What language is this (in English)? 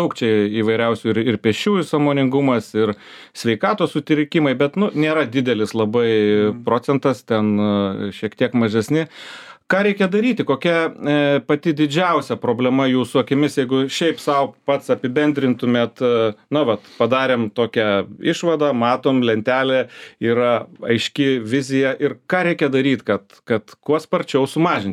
Lithuanian